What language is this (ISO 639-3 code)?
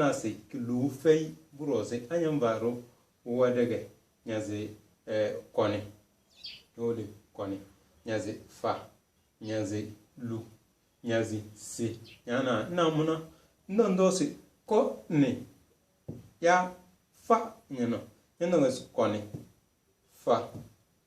kdh